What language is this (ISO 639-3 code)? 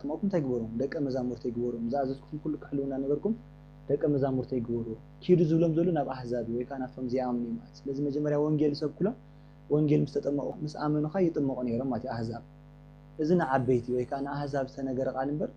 tir